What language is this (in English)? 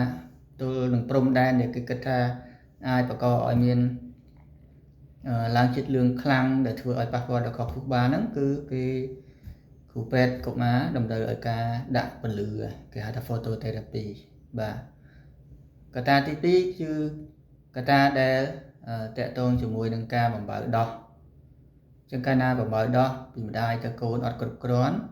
Khmer